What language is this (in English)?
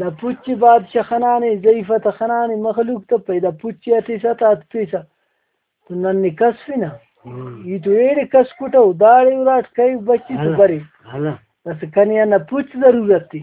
Brahui